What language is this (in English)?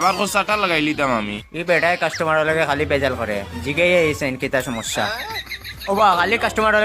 Sylheti